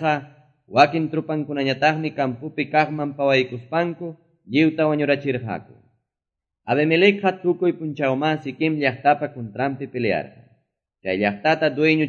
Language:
Quechua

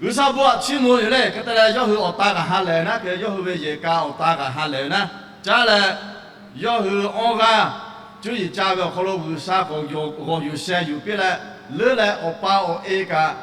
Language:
Lahu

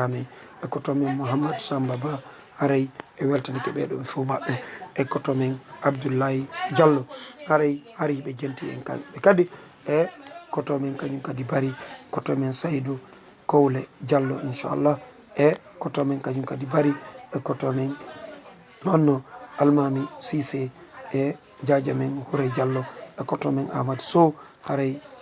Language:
Fula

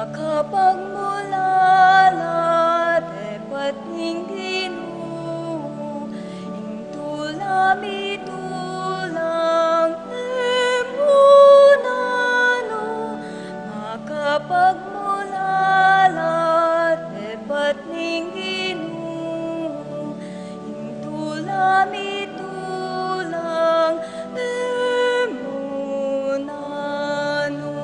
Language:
Pampanga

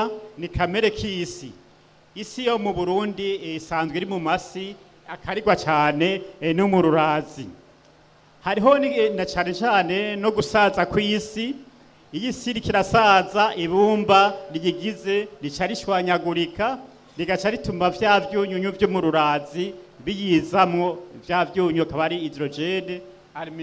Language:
Rundi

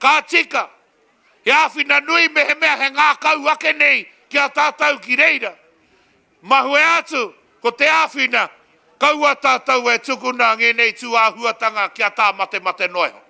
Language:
Māori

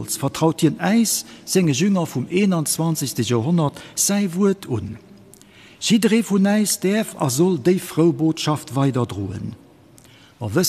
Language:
Luxembourgish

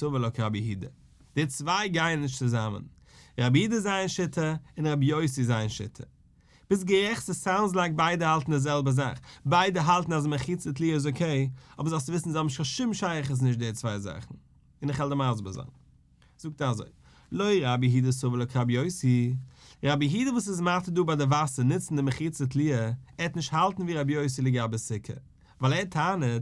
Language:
Yiddish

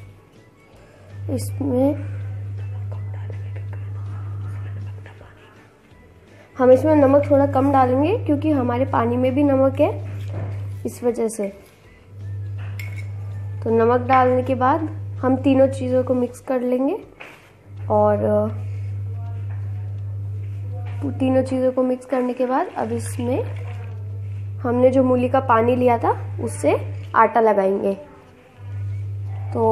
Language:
Hindi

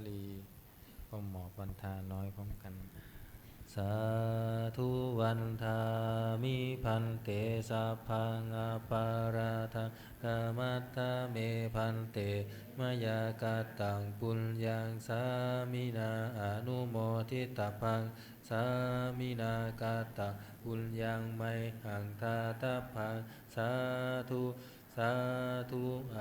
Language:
Pali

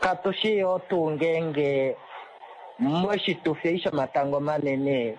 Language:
Kuanyama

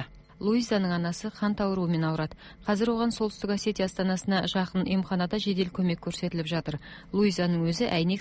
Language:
Kazakh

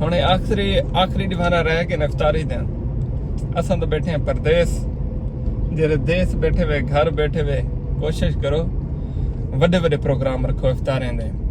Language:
Saraiki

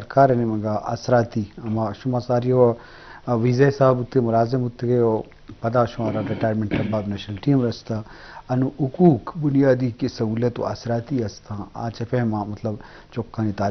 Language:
Eastern Balochi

